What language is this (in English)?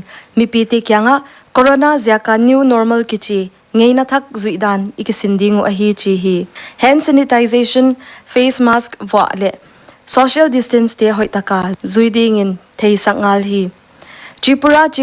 Paite Chin